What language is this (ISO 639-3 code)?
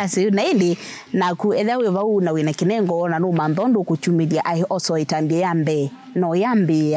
kam